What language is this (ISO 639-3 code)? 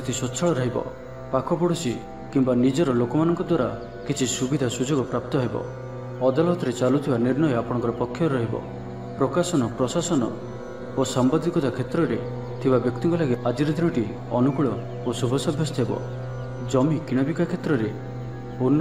ori